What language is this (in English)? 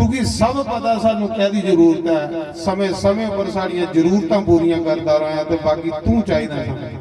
Dogri